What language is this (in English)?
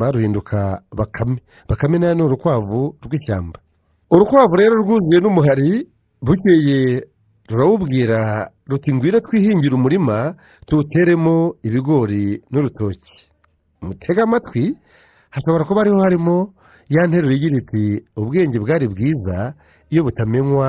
Kinyarwanda